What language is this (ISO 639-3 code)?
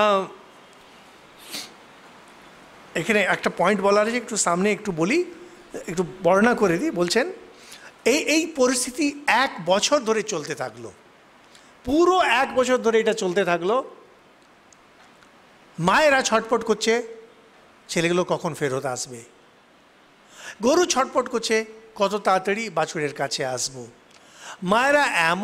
ben